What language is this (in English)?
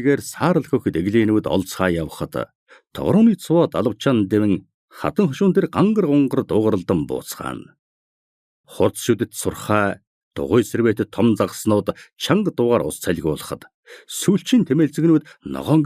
Mongolian